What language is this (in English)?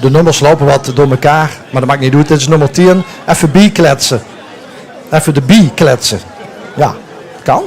Limburgish